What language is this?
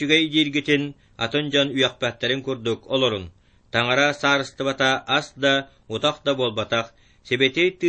Yakut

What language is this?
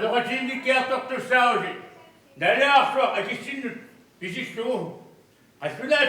Kalaallisut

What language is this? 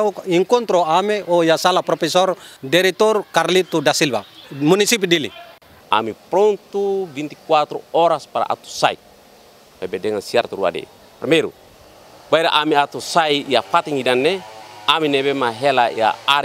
Tetum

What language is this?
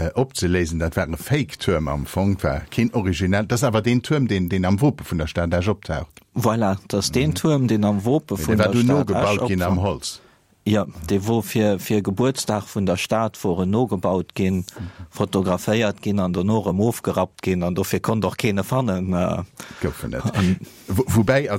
Luxembourgish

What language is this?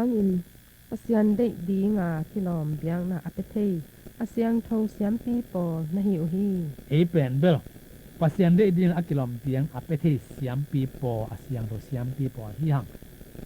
Tedim Chin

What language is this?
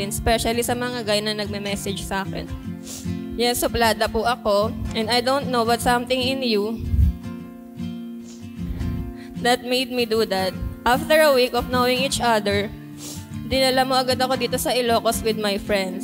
Filipino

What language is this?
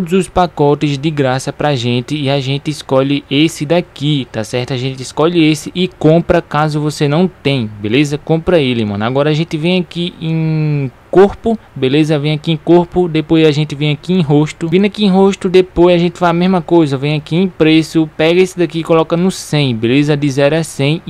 Portuguese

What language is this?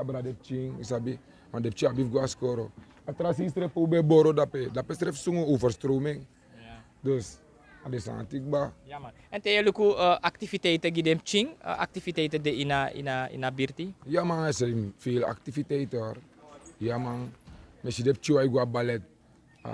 Sranan Tongo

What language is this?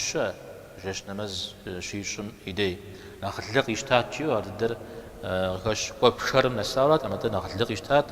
Kabardian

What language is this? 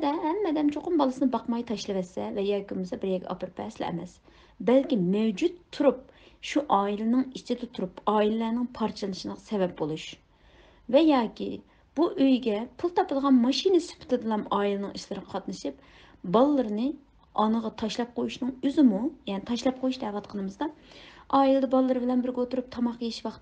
Uyghur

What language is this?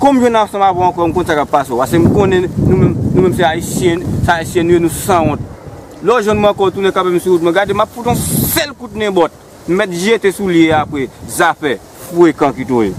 Haitian Creole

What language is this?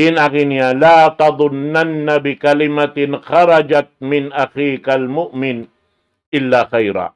Tausug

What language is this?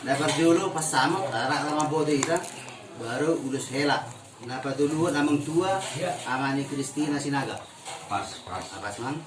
Batak Toba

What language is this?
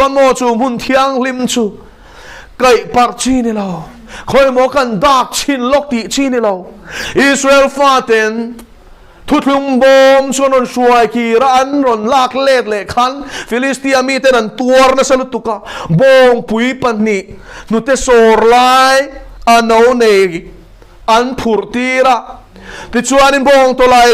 Mizo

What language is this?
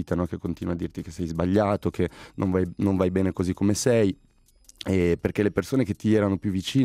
Italian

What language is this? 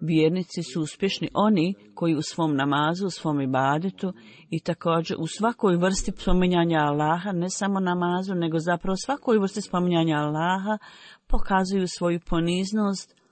Bosnian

